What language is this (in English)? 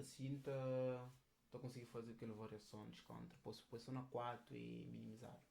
Kabuverdianu